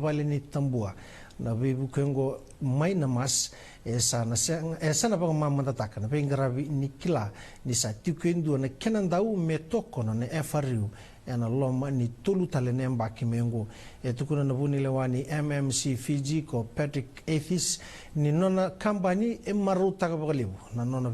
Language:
Fijian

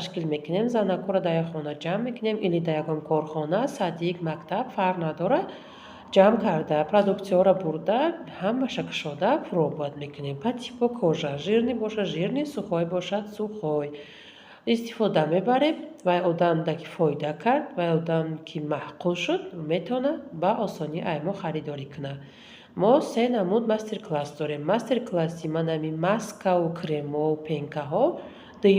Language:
Tajik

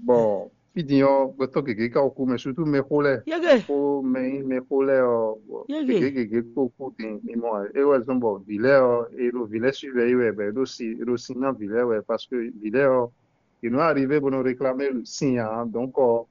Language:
Fon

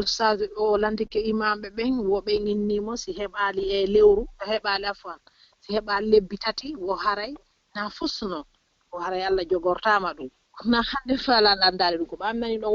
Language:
Fula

